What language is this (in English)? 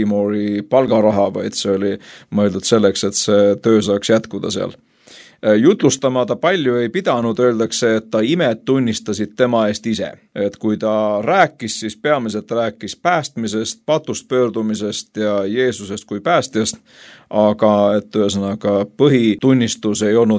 Estonian